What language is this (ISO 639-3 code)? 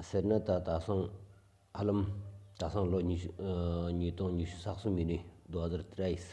sbu